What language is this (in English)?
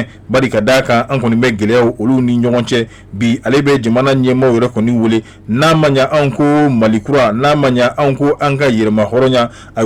Bambara